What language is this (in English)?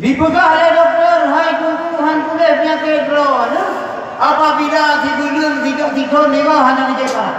Achinese